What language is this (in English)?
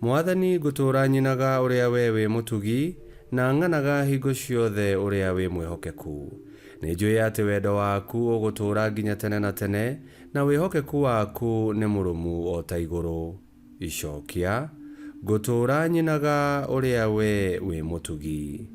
Kikuyu